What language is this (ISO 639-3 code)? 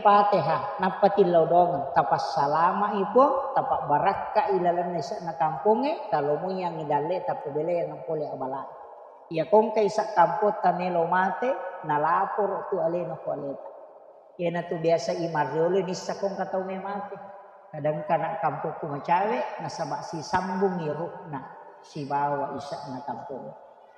bug